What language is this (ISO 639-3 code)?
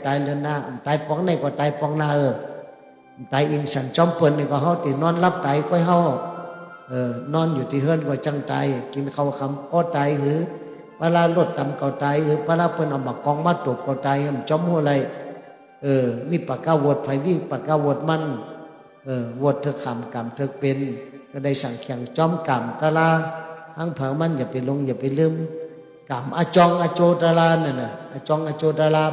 shn